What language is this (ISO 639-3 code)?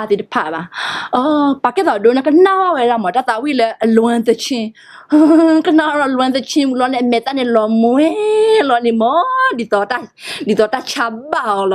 ksw